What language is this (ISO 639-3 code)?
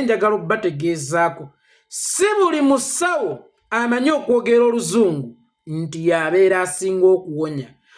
lug